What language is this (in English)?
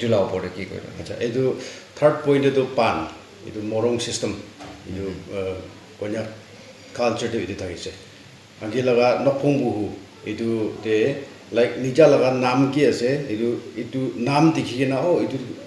Naga Pidgin